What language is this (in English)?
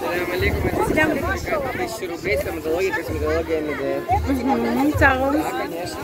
Crimean Tatar